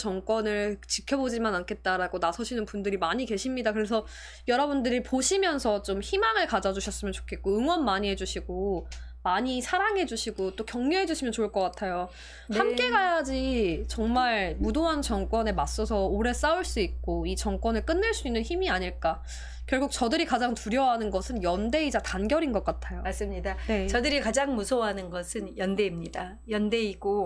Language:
Korean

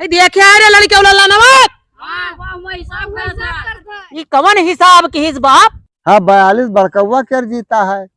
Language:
Awadhi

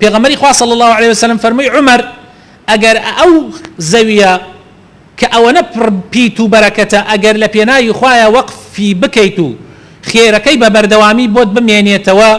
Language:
Central Kurdish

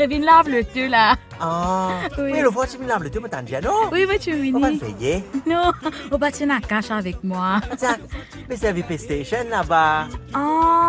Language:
Morisyen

